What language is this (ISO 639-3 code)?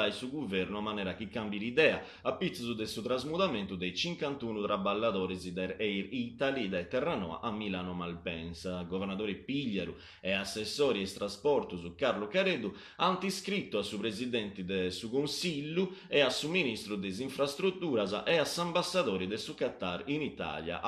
srd